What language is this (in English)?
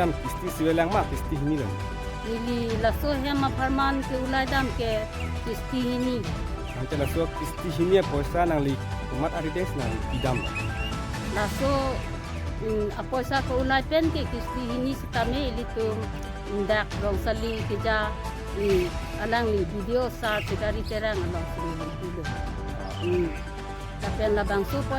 Karbi